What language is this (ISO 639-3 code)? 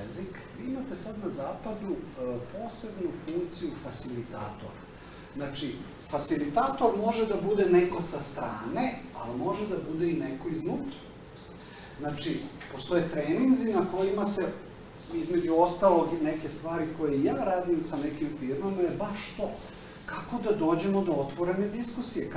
srp